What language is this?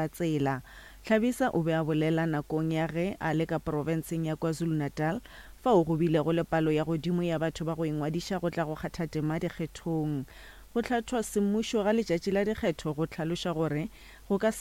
Northern Sotho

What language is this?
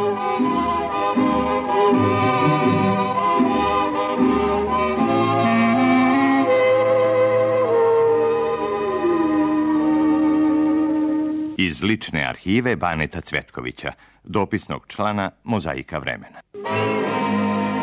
Serbian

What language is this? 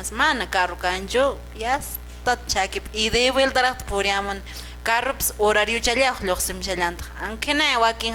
Quechua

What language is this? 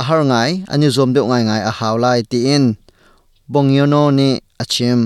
Hakha Chin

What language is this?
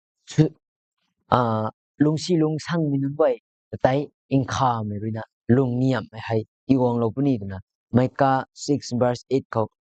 Rongmei Naga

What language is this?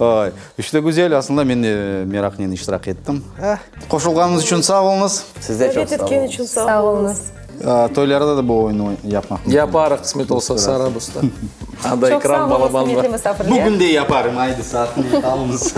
Crimean Tatar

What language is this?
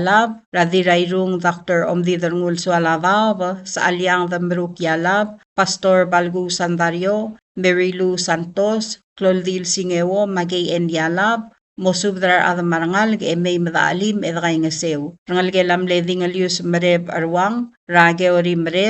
Palauan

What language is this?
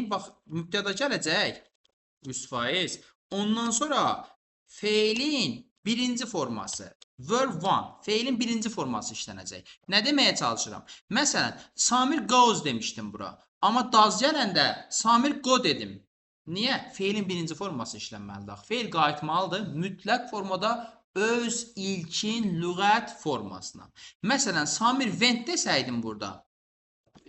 Azerbaijani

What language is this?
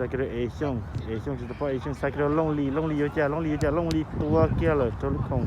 Hmong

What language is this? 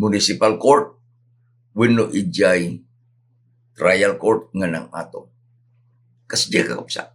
Iloko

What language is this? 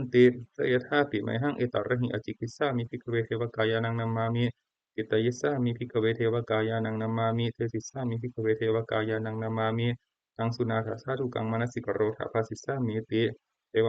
Pali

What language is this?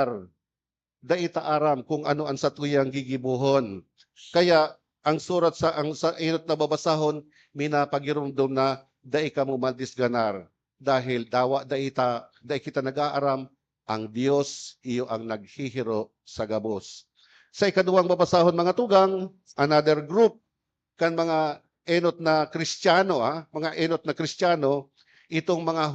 Bikol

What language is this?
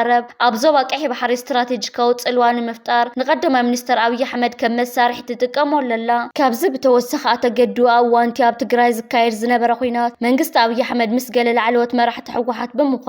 Tigrinya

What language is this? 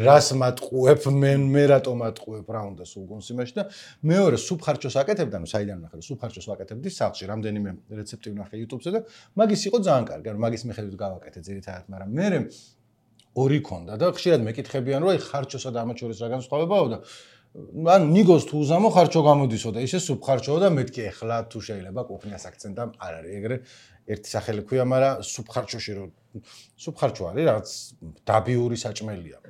Georgian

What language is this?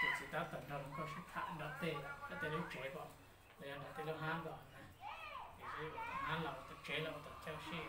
Hmong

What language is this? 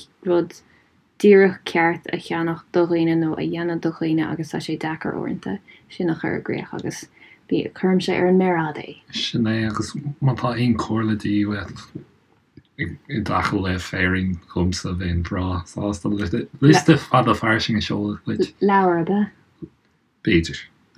Irish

